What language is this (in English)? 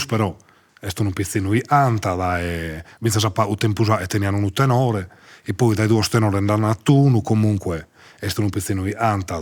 Sardinian